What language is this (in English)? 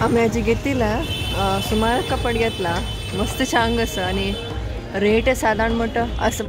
Konkani